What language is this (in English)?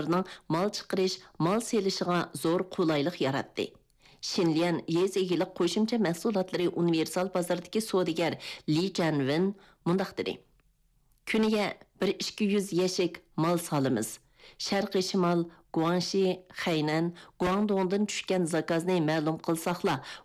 Uyghur